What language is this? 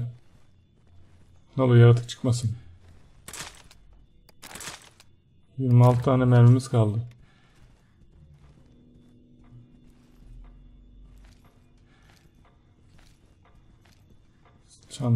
Turkish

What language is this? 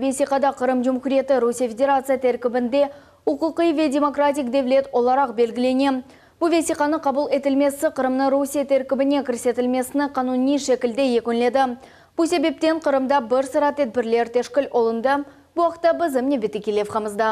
Crimean Tatar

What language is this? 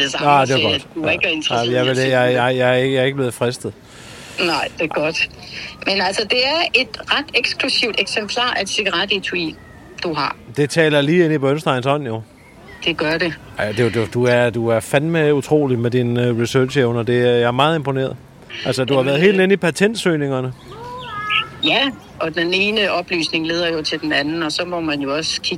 Danish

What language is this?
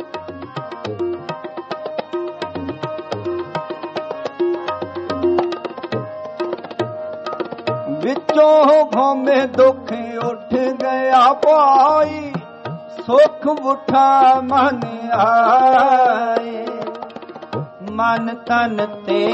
Punjabi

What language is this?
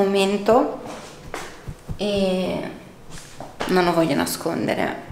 Italian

